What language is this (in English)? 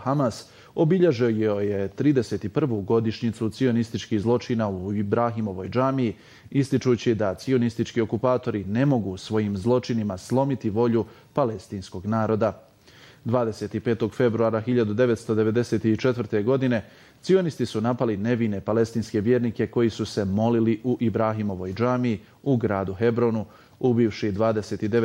Bosnian